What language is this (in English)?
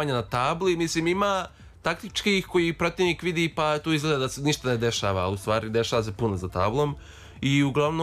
Serbian